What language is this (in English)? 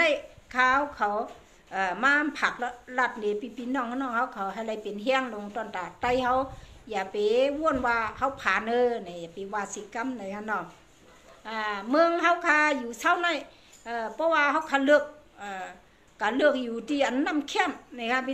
Shan